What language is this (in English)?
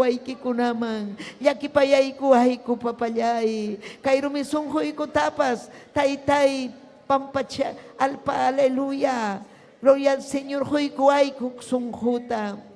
Ayacucho Quechua